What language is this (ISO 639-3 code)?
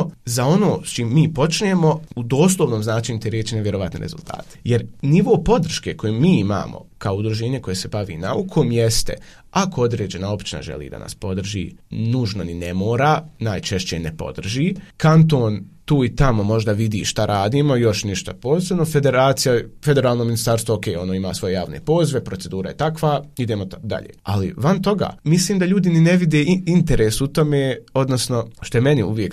bos